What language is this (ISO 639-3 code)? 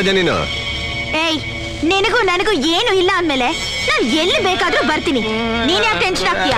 kan